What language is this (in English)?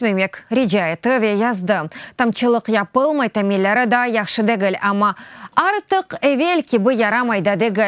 Crimean Tatar